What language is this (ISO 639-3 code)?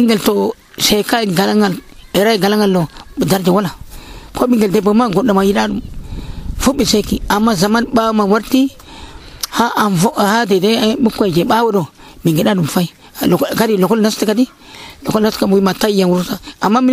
fuv